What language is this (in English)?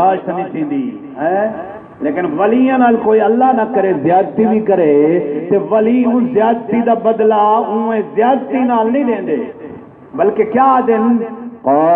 Saraiki